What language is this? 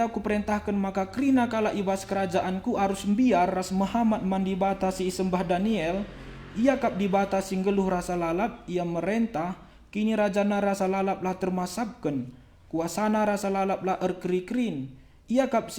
Batak Karo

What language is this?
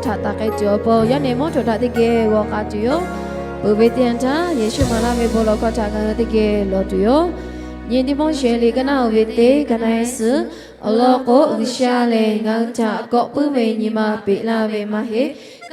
Lahu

